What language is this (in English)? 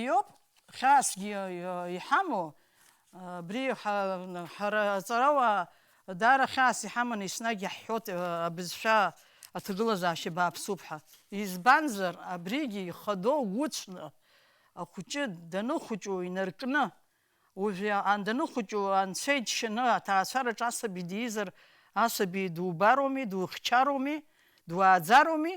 Abkhazian